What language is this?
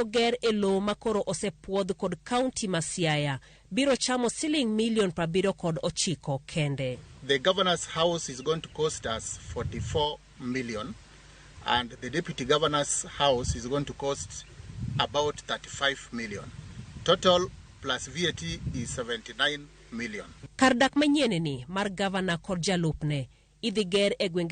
Luo (Kenya and Tanzania)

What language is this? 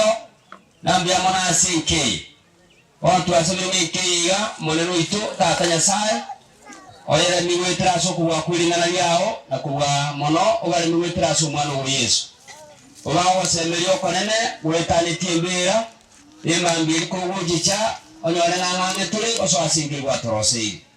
Gusii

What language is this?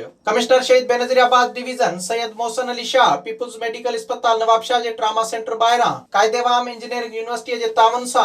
Sindhi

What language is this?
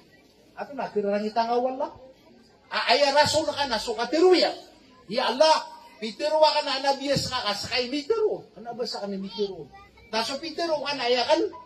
Maranao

